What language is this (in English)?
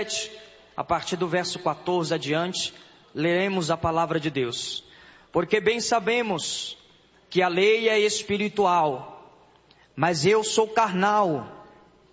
Portuguese